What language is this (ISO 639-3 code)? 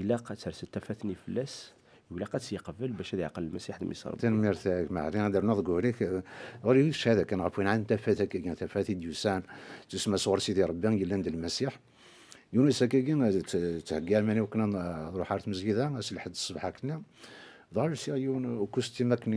kab